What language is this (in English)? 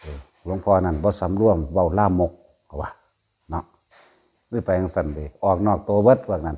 Northeastern Thai